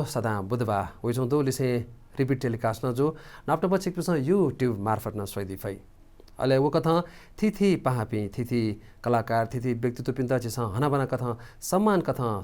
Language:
Newari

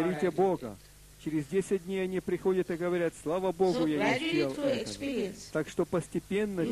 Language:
Russian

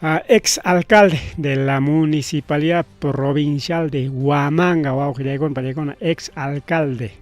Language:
Ayacucho Quechua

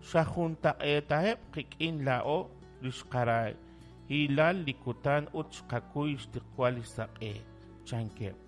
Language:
Kekchí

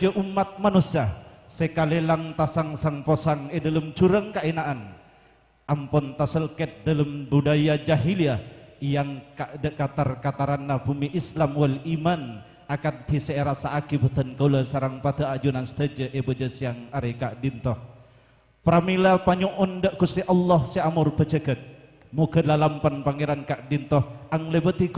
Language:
Madurese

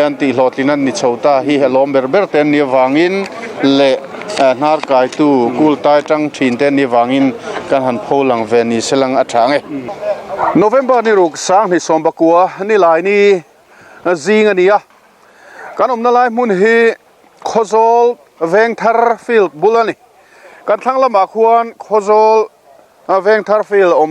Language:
Mizo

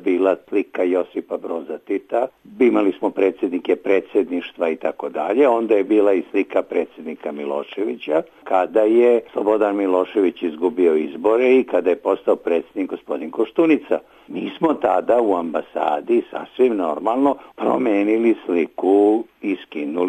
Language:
Serbian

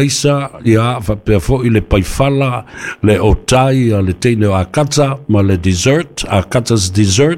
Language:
Samoan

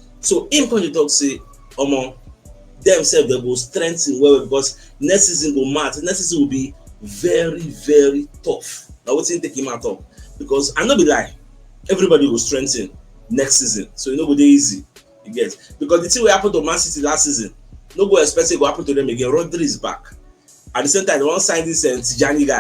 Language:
Nigerian Pidgin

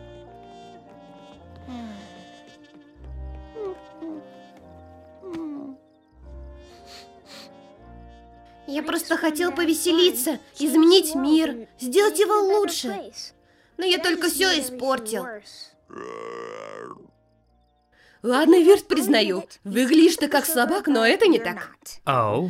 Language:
Russian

